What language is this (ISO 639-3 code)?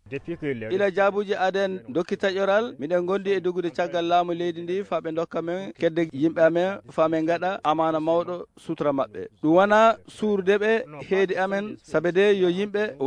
ffm